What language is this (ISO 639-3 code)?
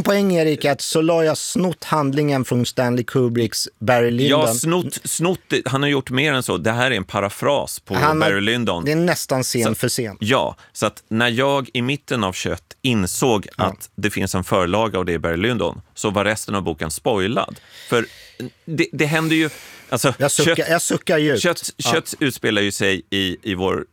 swe